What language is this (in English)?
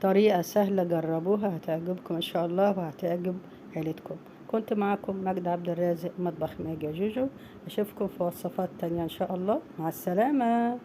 Egyptian Arabic